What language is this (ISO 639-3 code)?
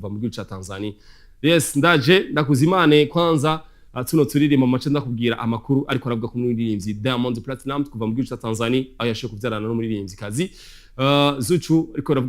run